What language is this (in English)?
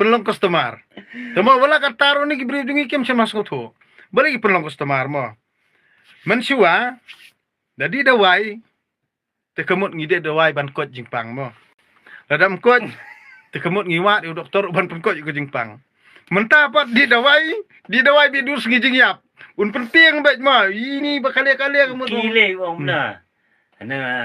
Khasi